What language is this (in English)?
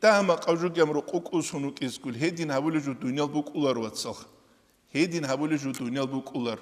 Avaric